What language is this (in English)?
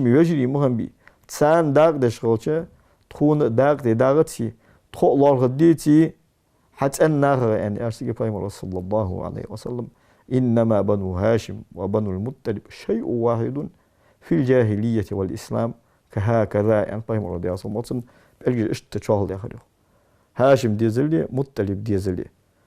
Ingush